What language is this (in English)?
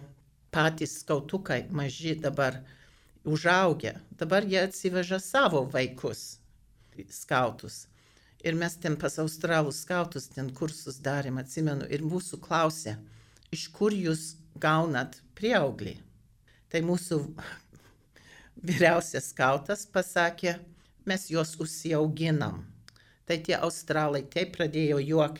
Lithuanian